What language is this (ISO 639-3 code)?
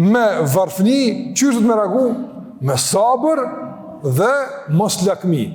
sqi